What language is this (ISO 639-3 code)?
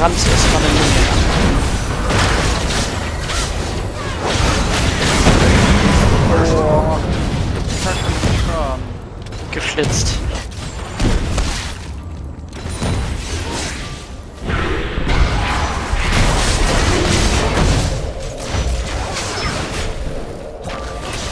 deu